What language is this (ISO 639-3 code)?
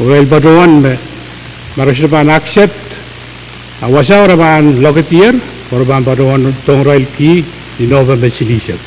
pon